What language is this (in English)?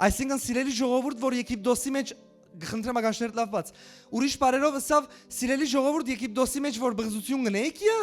Western Armenian